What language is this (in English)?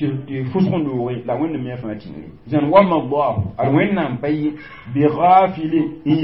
Mossi